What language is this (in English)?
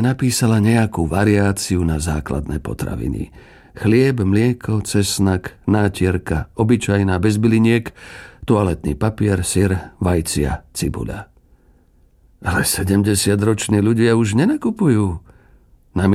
Slovak